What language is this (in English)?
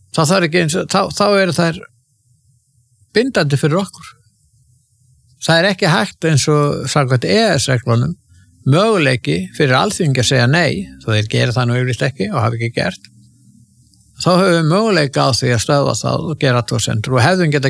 Icelandic